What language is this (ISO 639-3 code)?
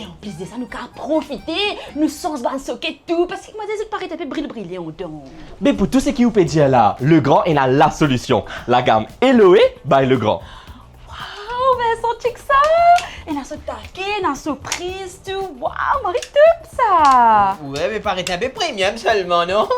mfe